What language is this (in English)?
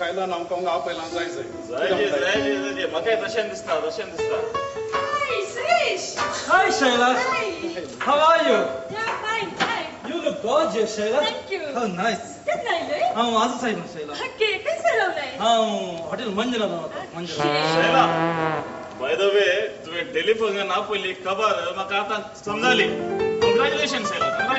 Konkani